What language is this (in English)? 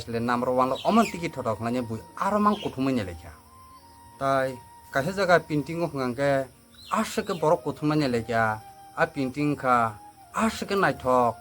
Kok Borok